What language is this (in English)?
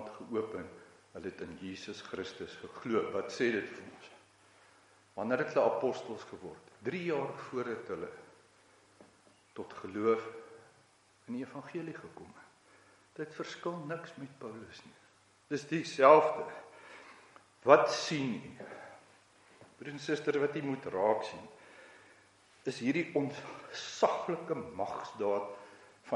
Afrikaans